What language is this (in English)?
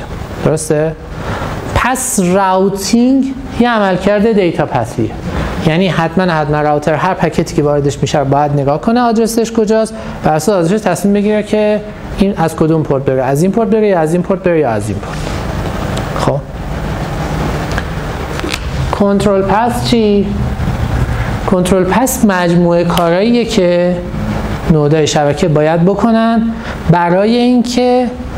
Persian